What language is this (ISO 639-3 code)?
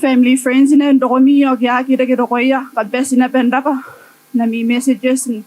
gil